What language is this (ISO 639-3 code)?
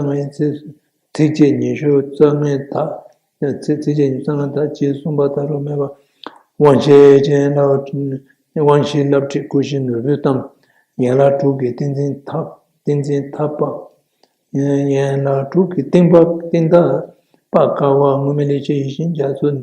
bod